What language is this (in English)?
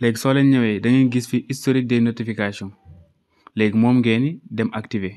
Wolof